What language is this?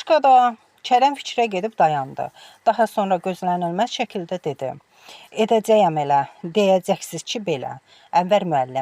Azerbaijani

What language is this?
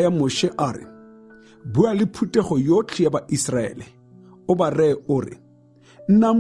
Tswana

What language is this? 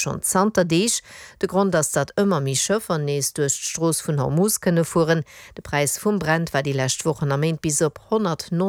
Luxembourgish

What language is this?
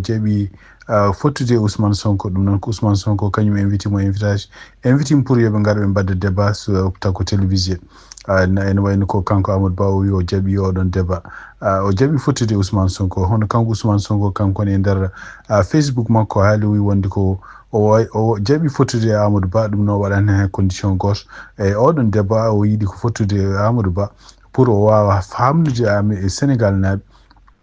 Fula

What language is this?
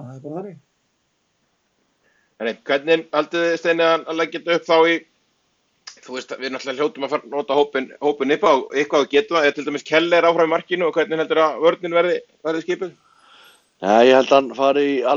Icelandic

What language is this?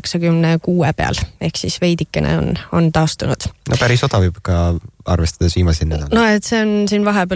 Estonian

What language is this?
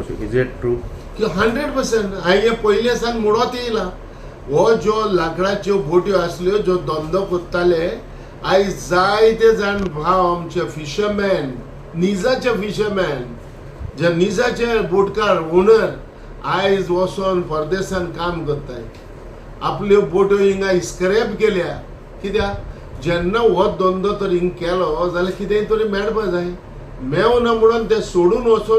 Konkani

